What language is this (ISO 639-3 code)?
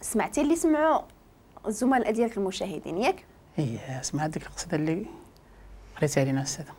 ary